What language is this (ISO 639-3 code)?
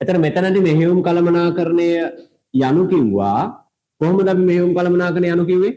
sin